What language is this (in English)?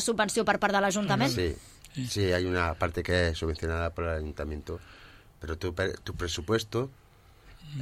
Catalan